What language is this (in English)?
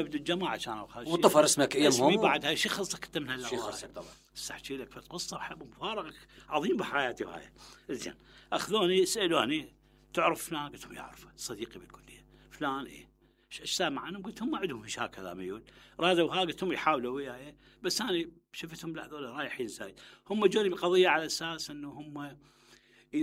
Mesopotamian Arabic